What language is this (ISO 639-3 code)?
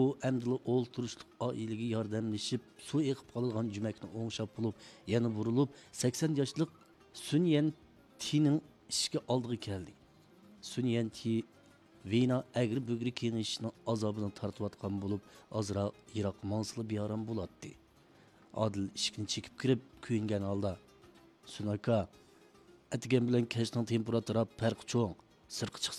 uig